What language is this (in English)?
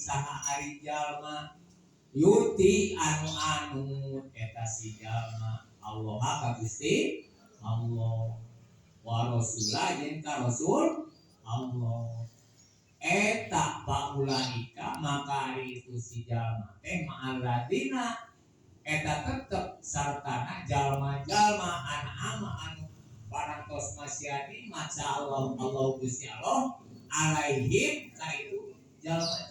Sundanese